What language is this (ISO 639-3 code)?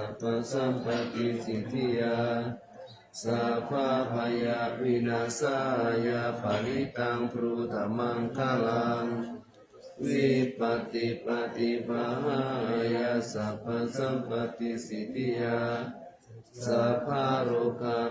pli